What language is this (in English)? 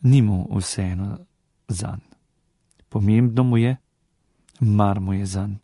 Slovenian